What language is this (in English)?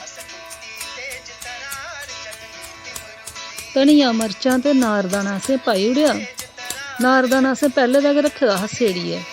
Dogri